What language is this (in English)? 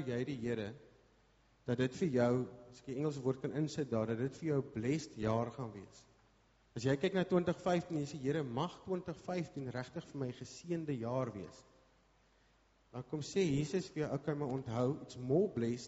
Afrikaans